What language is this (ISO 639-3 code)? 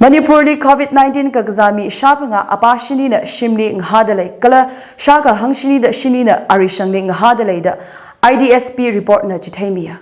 nmf